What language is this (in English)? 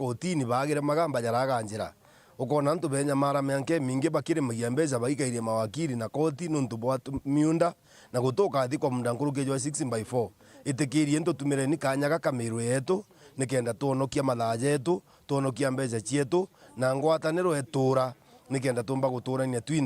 Meru